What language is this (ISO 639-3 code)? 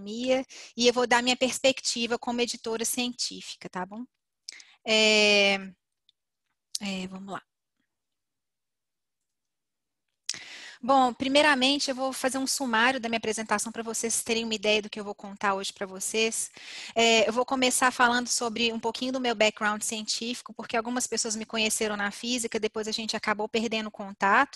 por